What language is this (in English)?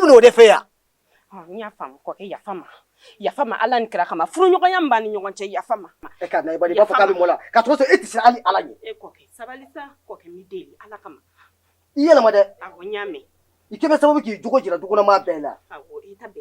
Bambara